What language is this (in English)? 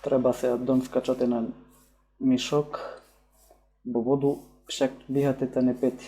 Rusyn